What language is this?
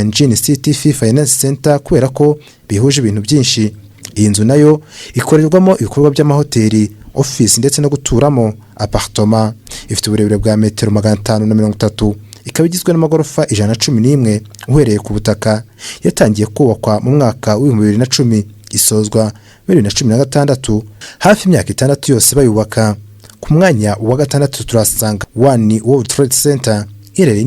Kinyarwanda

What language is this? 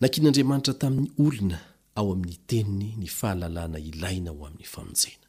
Malagasy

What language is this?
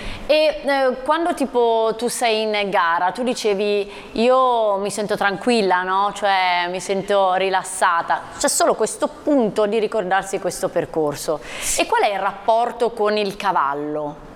Italian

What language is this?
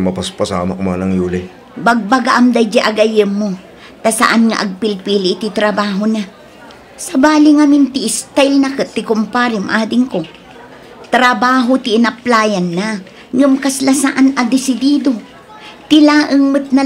Iloko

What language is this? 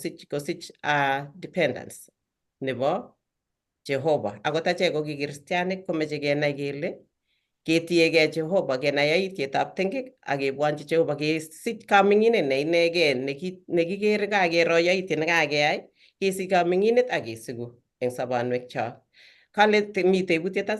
Kalenjin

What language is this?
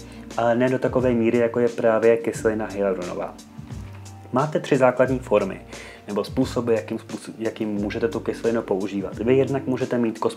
Czech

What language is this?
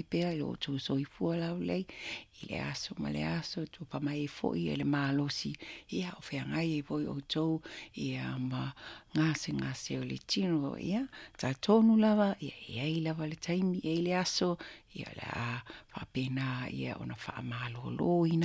Samoan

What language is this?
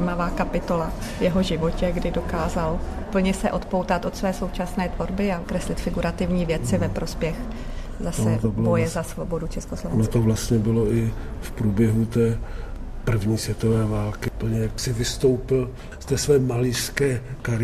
Czech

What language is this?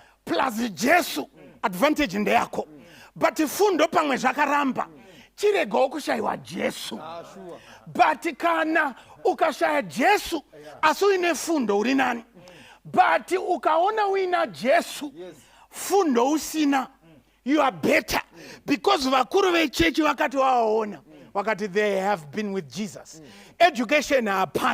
Shona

